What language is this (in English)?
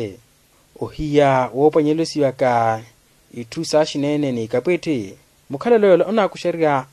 Makhuwa